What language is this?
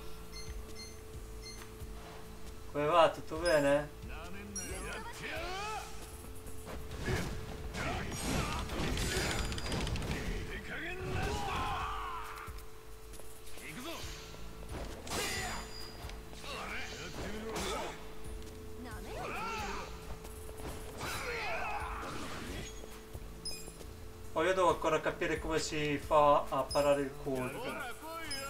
Italian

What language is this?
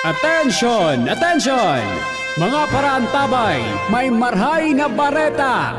Bikol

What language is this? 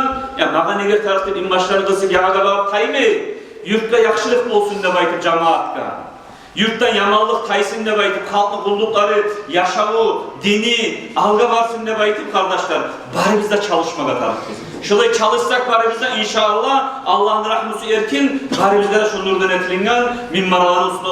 Kumyk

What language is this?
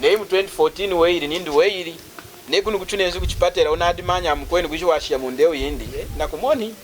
Lunda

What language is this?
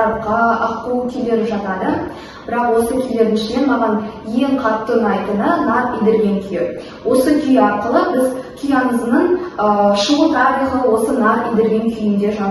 Kazakh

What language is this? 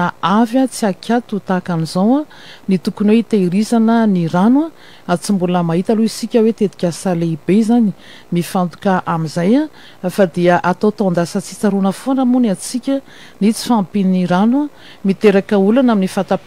Malagasy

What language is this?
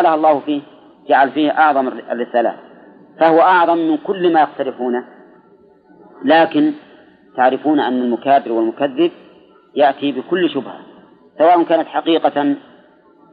Arabic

